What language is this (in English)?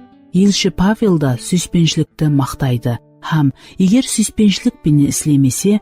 Kara-Kalpak